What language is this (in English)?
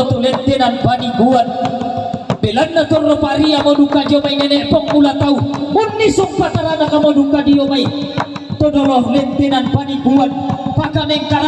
Toraja-Sa'dan